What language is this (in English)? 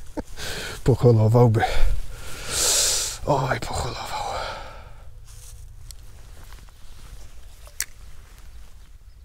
Polish